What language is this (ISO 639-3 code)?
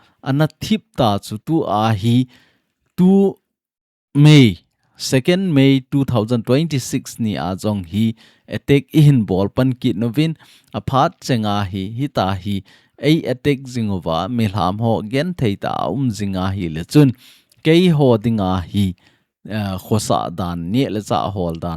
tcz